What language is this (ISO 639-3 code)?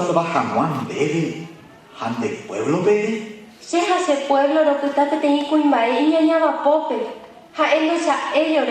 grn